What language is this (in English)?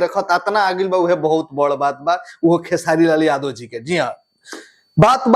Bhojpuri